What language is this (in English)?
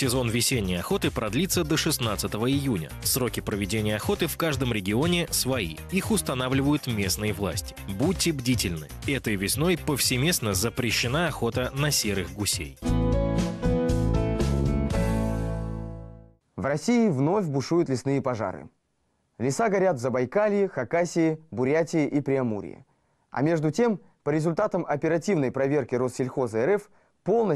Russian